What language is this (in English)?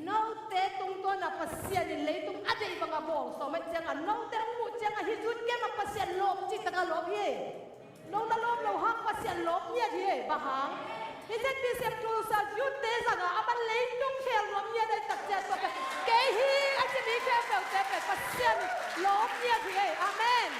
Tedim Chin